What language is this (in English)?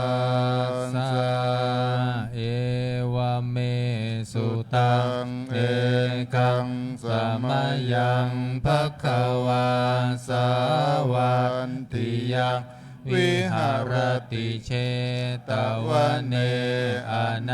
Pali